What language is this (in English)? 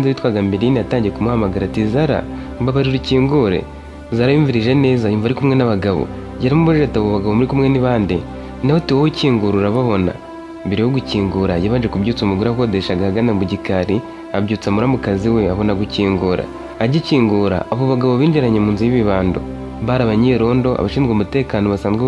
Kinyarwanda